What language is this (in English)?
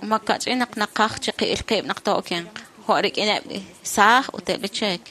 Kekchí